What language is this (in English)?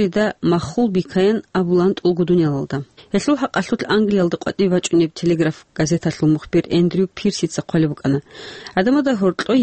Avaric